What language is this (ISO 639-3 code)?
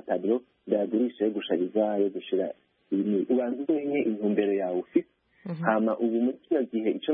kin